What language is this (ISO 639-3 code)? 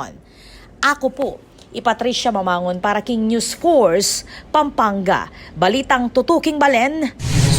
pam